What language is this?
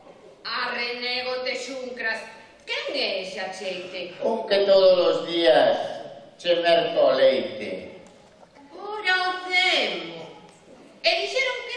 Galician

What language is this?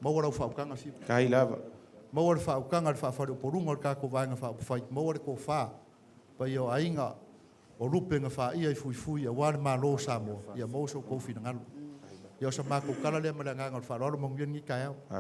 Samoan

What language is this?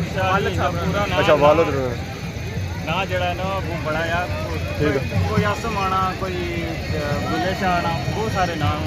Pahari-Potwari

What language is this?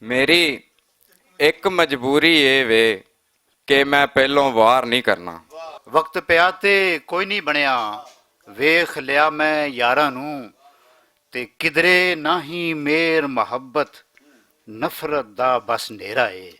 Western Panjabi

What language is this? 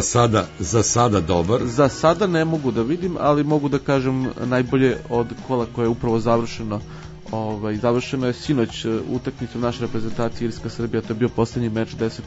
Serbian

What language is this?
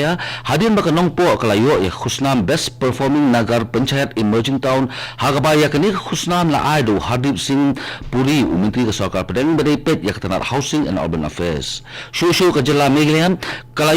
Khasi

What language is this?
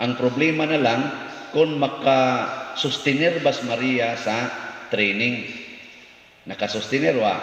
Cebuano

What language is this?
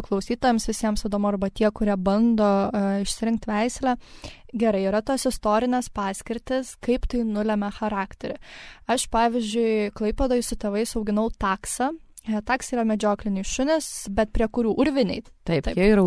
Lithuanian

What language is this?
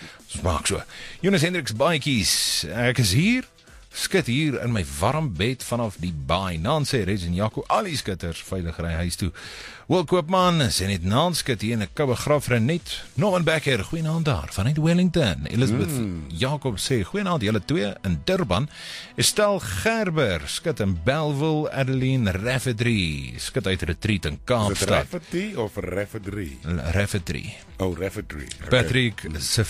Afrikaans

